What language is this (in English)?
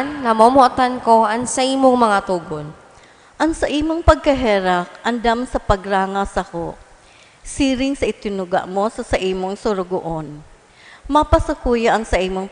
Bikol